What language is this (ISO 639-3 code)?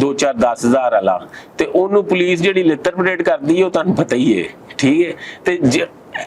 lah